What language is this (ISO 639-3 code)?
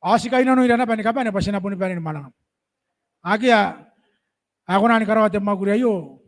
gil